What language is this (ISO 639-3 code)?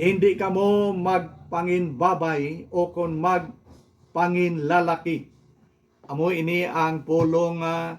hil